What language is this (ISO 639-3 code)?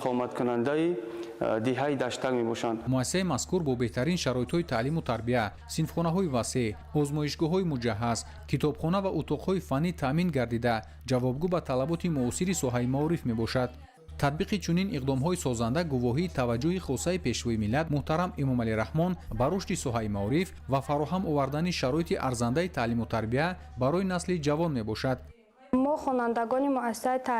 tgk